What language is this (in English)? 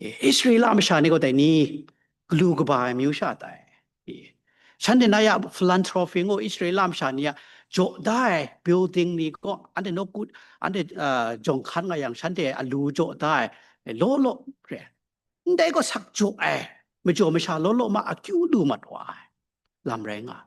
Kachin